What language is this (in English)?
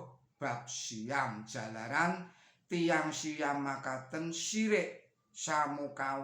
Javanese